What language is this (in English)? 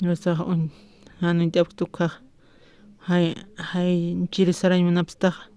Aymara